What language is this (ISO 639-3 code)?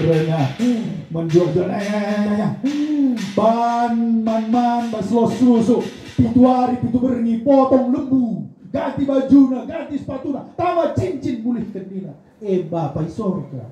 btx